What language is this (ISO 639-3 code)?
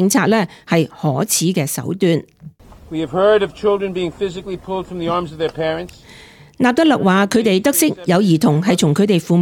yue